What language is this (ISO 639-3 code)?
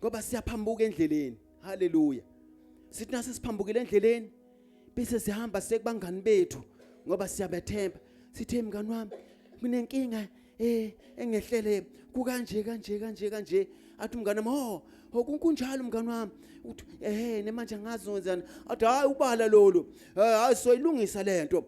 zul